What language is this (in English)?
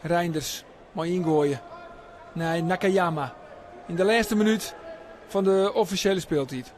Western Frisian